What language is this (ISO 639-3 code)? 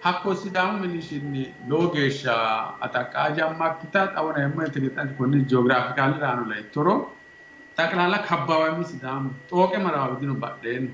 sid